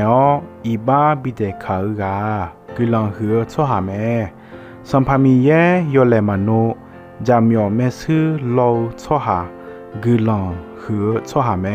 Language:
Akha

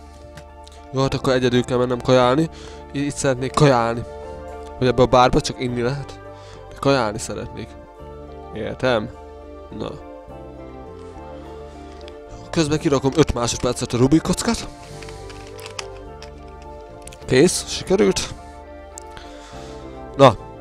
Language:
Hungarian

